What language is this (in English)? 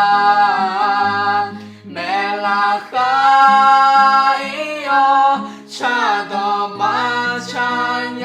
Akha